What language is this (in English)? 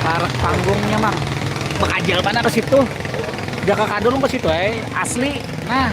Banjar